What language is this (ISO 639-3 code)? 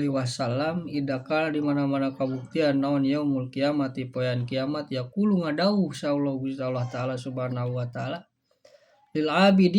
sun